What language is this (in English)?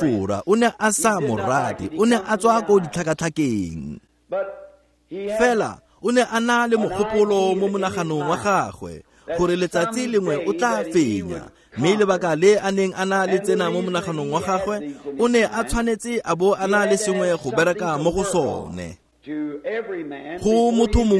Tswana